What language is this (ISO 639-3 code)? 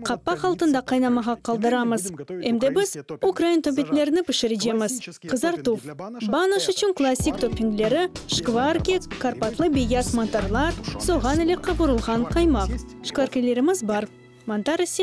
crh